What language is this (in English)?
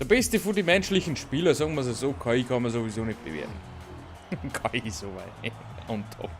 Bavarian